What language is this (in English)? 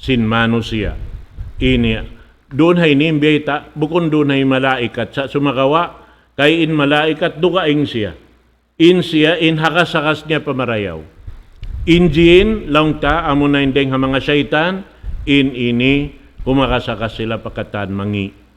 Tausug